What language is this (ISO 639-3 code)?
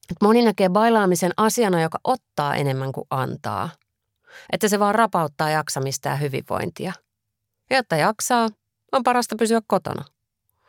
fin